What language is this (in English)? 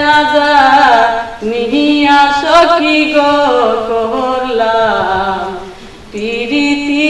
Sylheti